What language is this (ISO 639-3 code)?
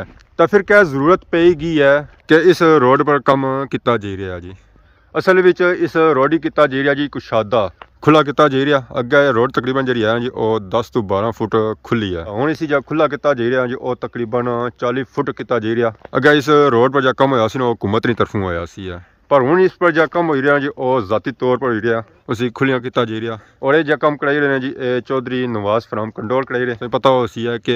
phr